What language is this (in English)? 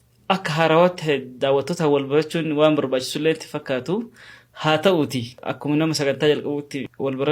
Oromo